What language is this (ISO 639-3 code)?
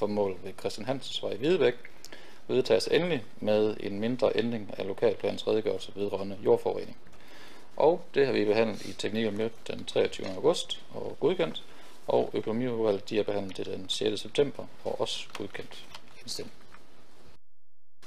dan